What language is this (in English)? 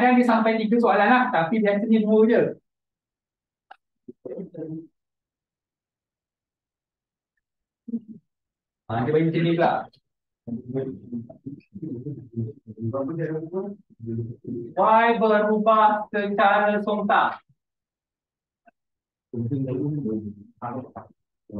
Malay